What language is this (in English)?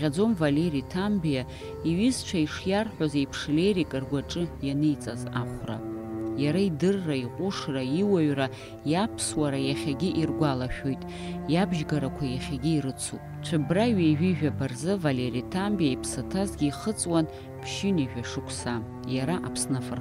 Abkhazian